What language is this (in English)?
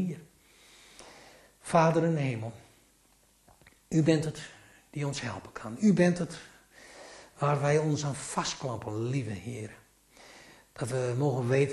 Dutch